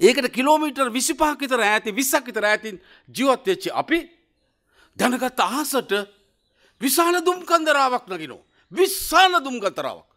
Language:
Sinhala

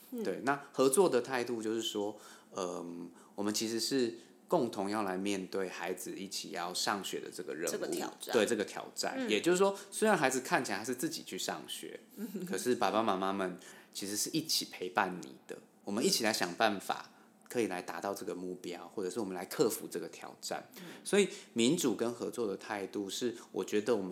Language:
Chinese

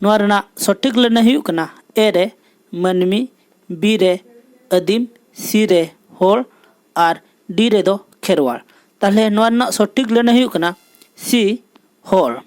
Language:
Santali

